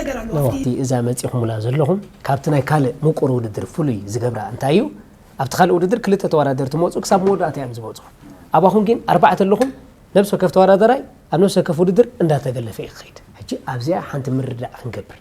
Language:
Tigrinya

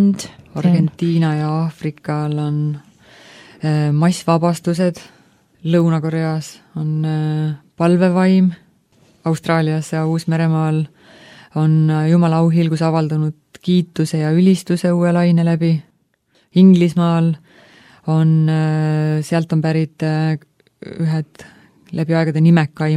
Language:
Estonian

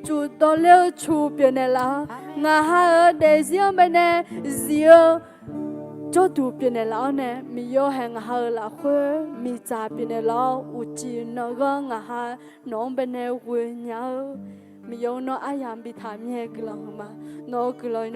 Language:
Akha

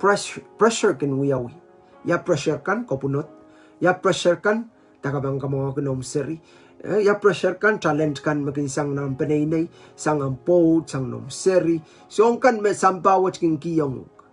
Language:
Pohnpeian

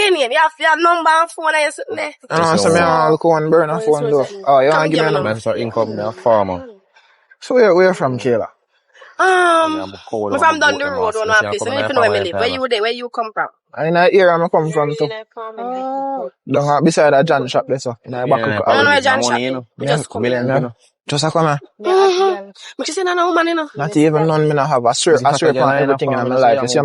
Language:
Jamaican Creole English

